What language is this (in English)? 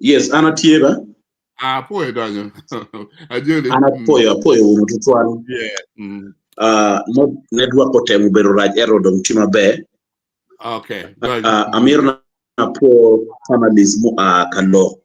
Acoli